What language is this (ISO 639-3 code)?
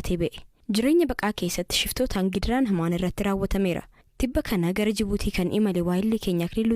orm